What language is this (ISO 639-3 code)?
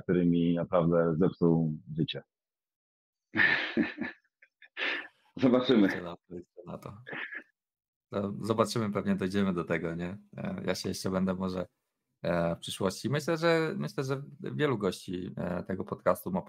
pol